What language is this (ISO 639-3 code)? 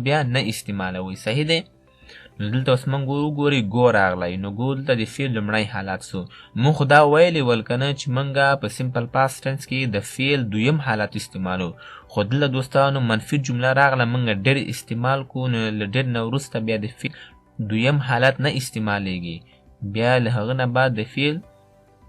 pus